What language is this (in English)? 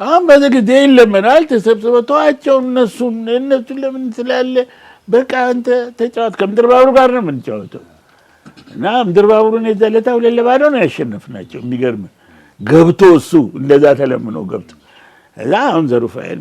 Amharic